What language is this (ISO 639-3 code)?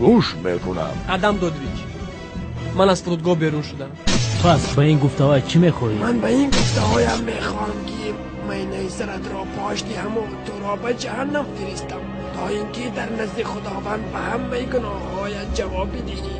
tgk